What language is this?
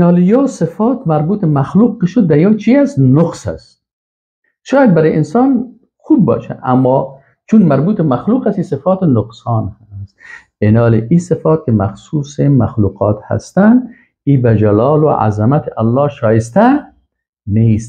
Persian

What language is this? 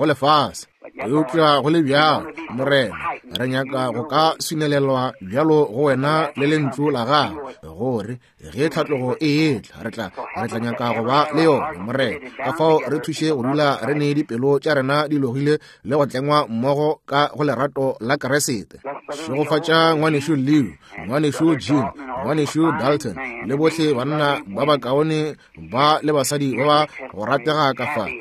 Northern Sotho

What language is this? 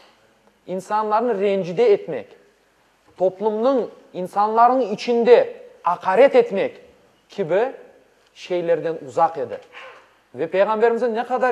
Crimean Tatar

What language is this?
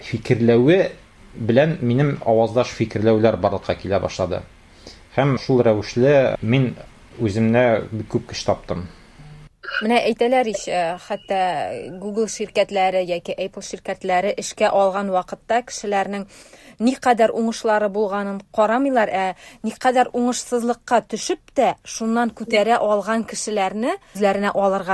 Tatar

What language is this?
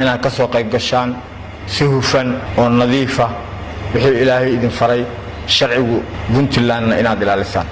Somali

